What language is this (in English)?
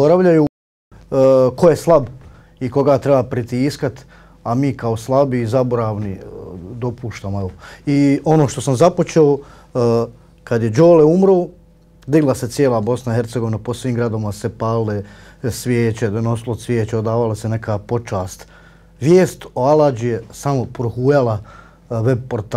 Bosnian